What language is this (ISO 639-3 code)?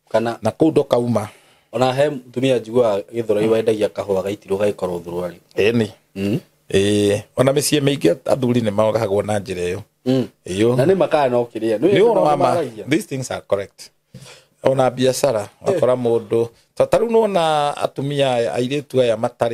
kik